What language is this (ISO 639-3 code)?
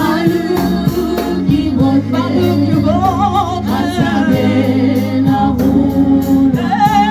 tsn